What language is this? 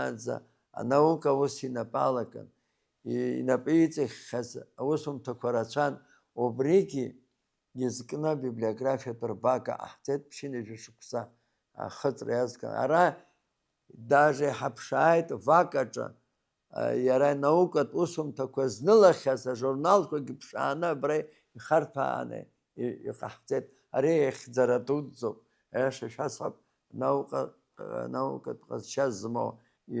Abkhazian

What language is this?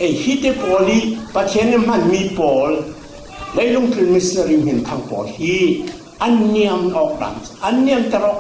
Falam Chin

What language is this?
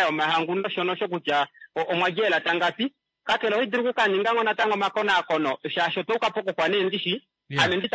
Kuanyama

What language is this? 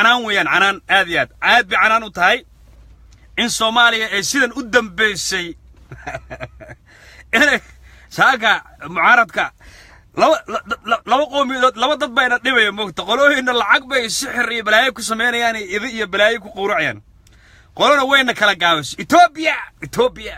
Somali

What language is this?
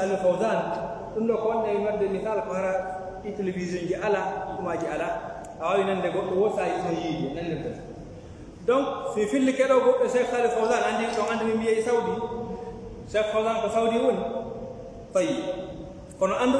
Fula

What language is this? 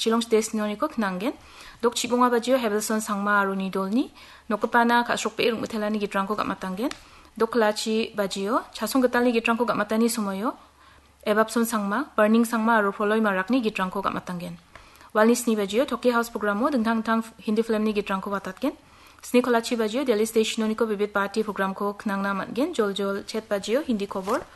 Garo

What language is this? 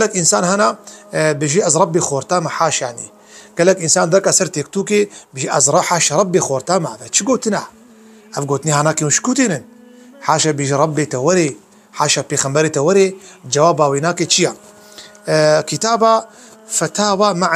Kurdish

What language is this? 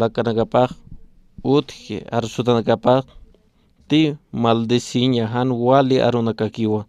Aymara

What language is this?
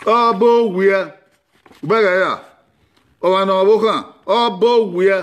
Bini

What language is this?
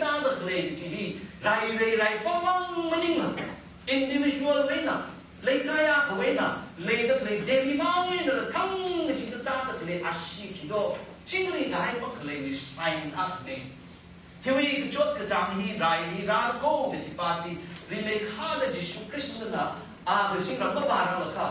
Tangkhul Naga (India)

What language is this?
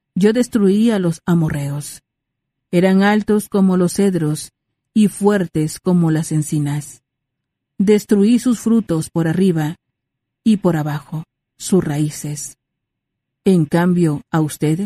Spanish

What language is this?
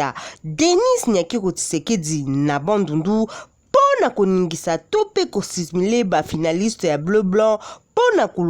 Lingala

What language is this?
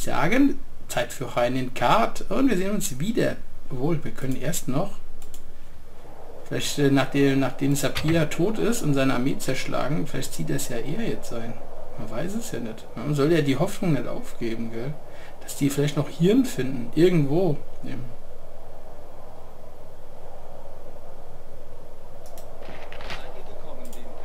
German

